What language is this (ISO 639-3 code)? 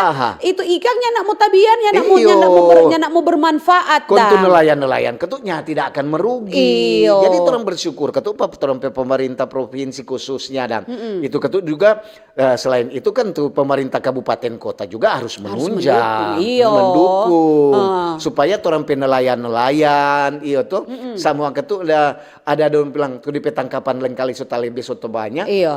xmm